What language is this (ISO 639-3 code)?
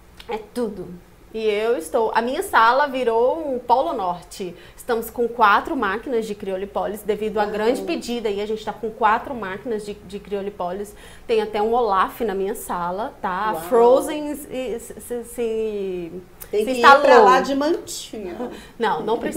por